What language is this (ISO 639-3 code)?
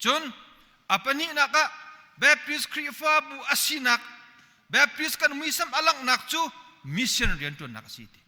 cnh